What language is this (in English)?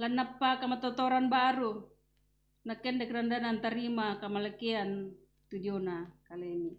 Toraja-Sa'dan